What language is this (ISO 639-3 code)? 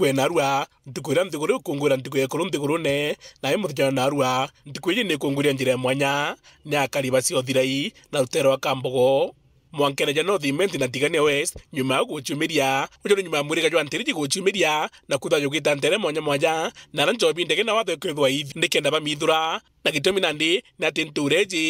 mer